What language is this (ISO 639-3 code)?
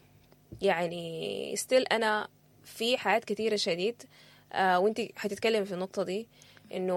apd